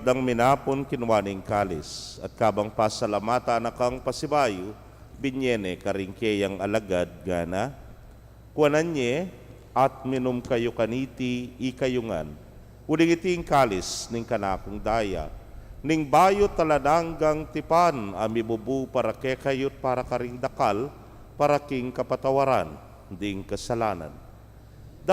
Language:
Pampanga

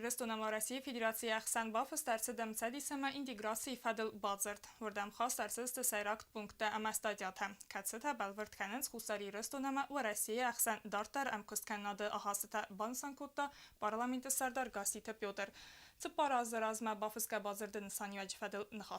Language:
Ossetic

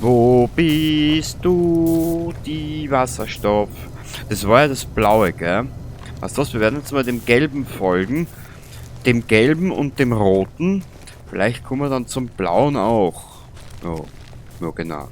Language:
Bavarian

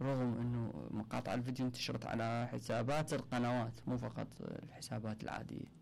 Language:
Mesopotamian Arabic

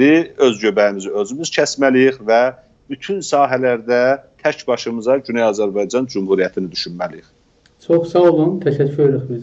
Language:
South Azerbaijani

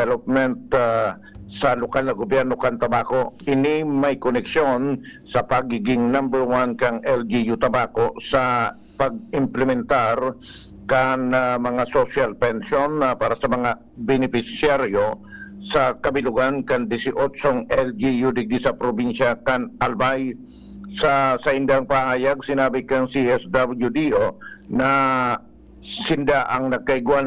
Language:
Bikol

